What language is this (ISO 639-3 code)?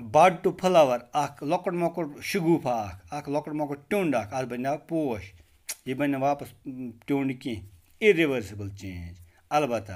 kas